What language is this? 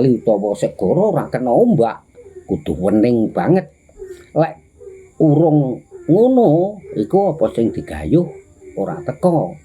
Javanese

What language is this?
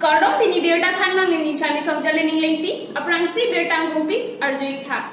Karbi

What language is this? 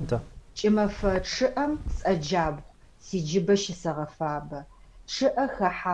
Adyghe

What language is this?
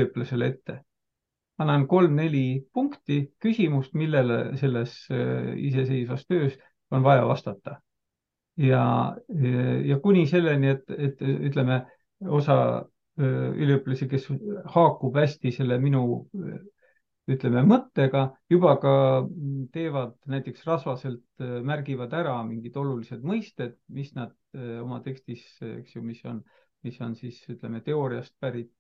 Estonian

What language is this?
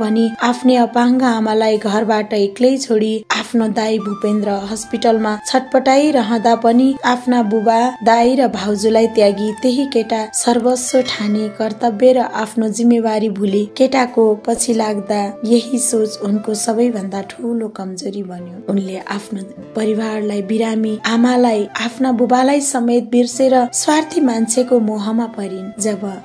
Nepali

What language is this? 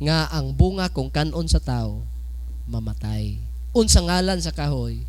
Cebuano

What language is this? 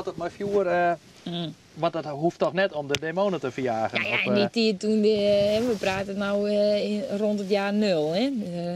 Western Frisian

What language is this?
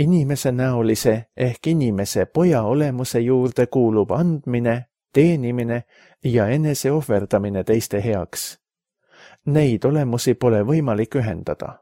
Estonian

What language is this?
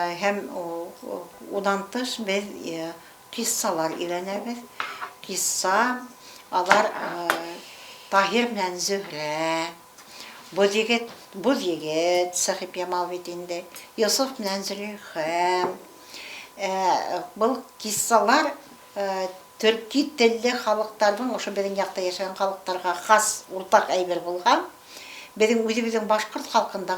Bashkir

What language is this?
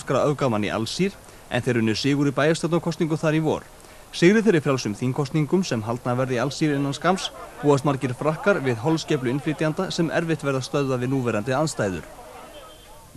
Icelandic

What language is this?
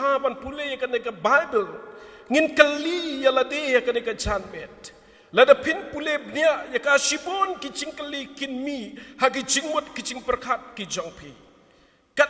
Khasi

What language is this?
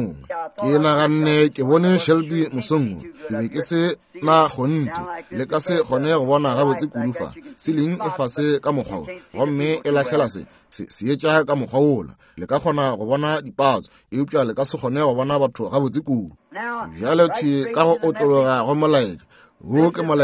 Northern Sotho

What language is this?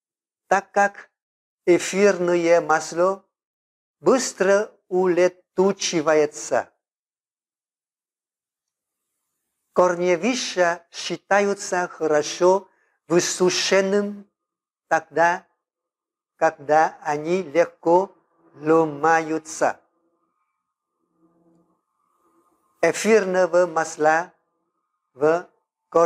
Russian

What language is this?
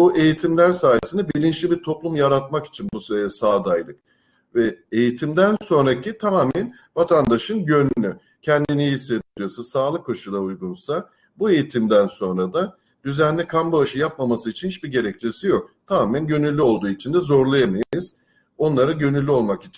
Turkish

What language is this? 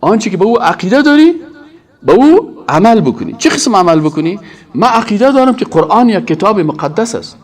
Persian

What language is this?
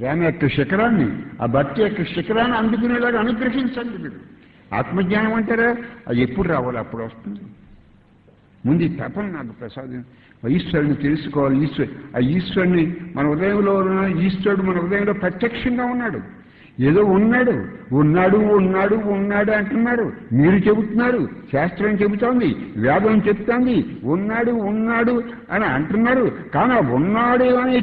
Telugu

